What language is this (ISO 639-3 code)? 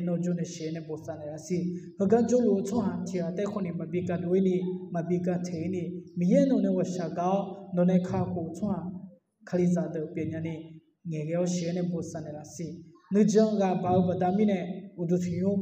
ahk